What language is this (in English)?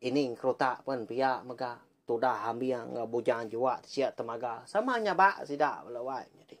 Iban